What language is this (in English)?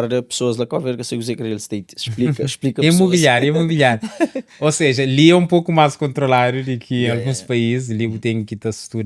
Kabuverdianu